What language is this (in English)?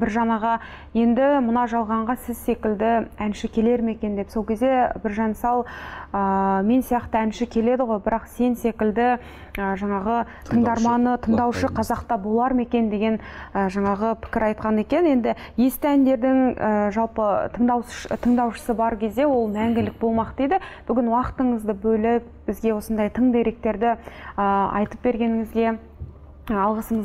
Kazakh